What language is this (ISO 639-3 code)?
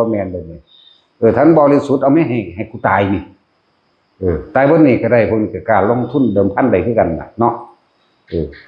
tts